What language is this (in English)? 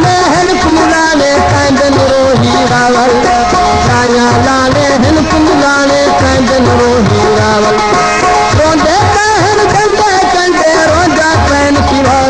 Saraiki